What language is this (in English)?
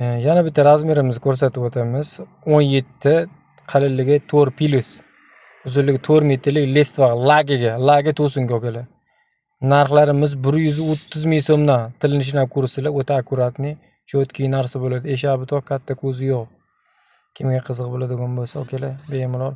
Uzbek